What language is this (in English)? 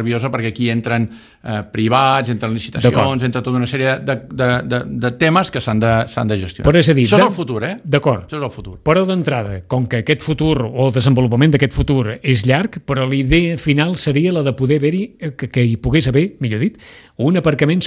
Catalan